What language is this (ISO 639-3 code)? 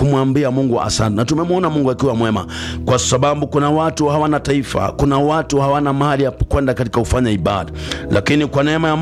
swa